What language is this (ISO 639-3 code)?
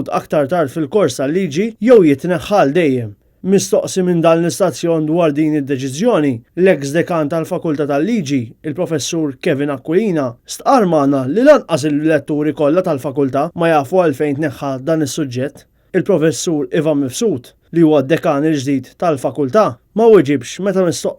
mlt